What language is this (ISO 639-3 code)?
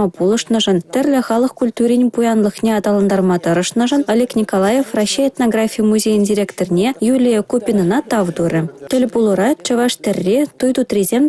chv